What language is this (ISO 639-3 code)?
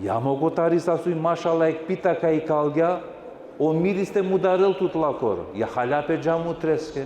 rmn